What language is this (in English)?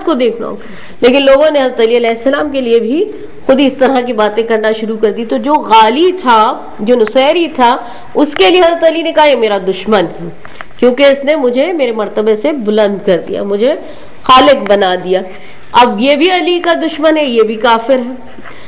Urdu